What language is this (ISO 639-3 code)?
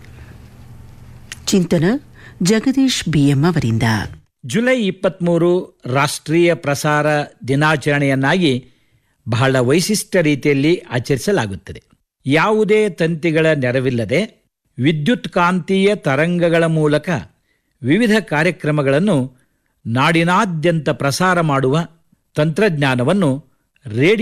kan